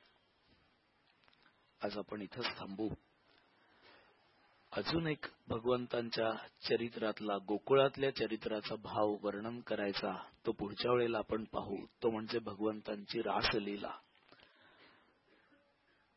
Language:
Marathi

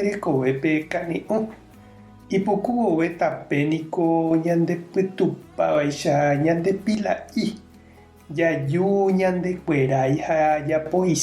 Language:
Guarani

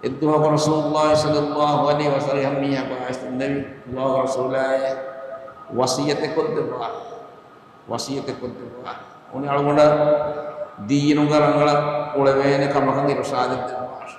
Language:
Divehi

